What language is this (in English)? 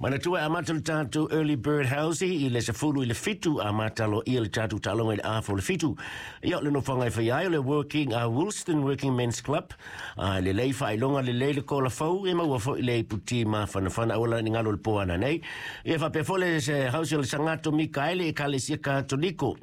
Samoan